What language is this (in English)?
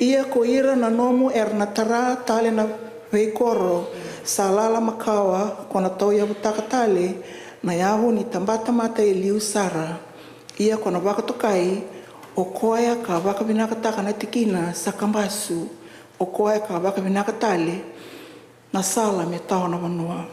Fijian